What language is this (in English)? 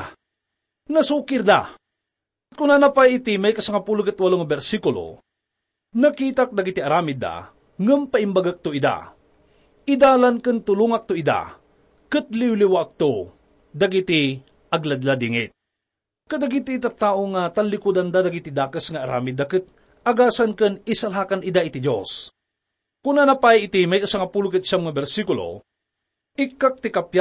Iloko